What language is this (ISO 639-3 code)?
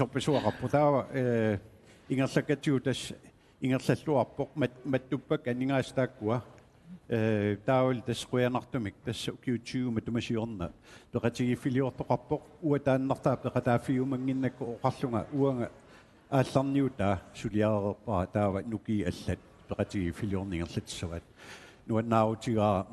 kal